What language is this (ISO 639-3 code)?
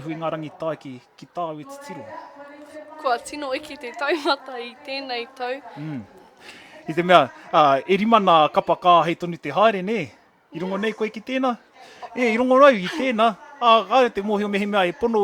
mri